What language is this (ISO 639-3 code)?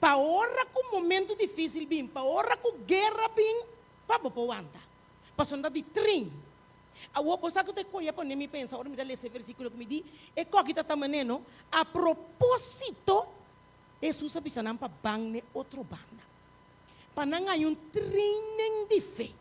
pap